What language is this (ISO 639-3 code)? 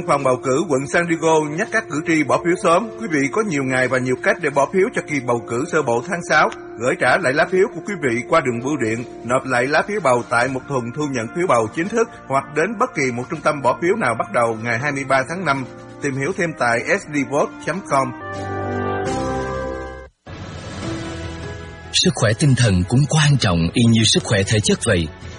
vie